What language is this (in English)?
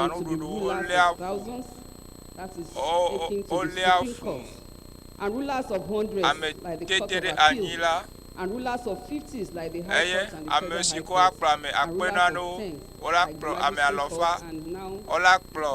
Ewe